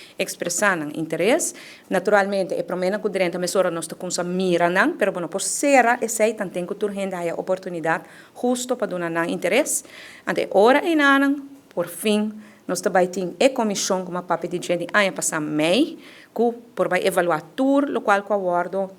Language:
Papiamento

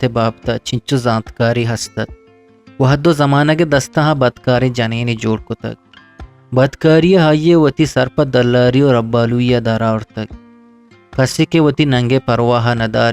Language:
Eastern Balochi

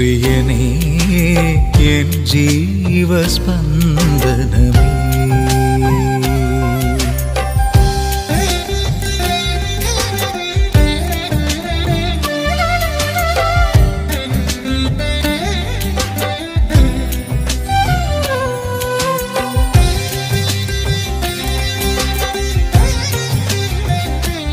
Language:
Malayalam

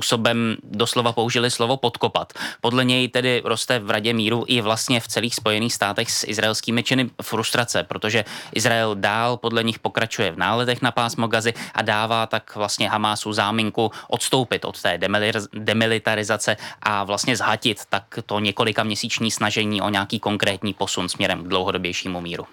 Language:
Czech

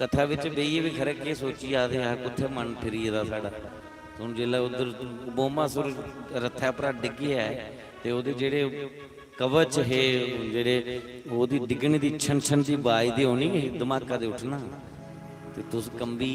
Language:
Dogri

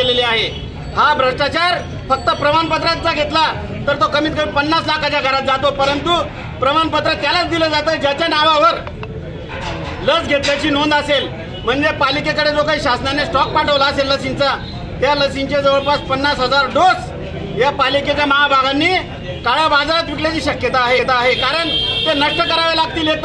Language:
Marathi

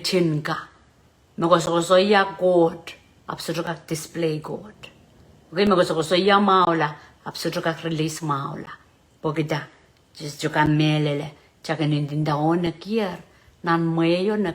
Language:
Pohnpeian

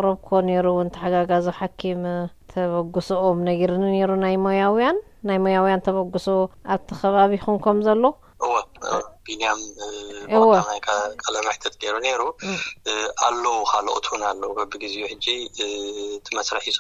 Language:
Tigrinya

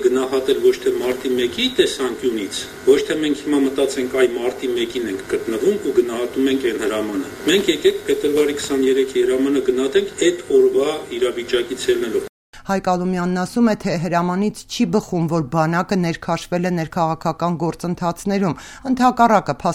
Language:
Armenian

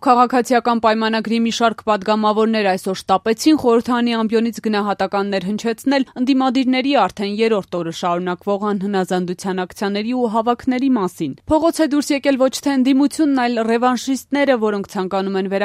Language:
Armenian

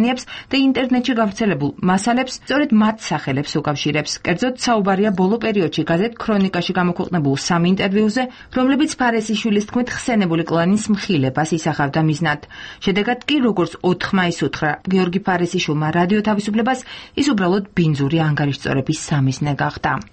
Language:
Georgian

